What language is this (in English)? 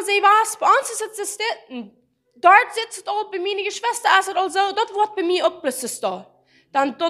Plautdietsch